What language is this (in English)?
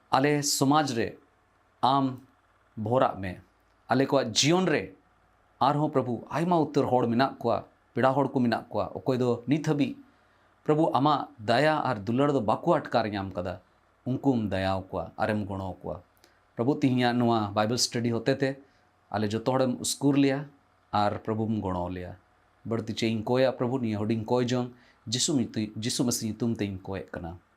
Santali